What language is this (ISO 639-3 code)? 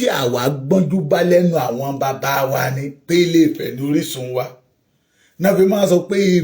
yor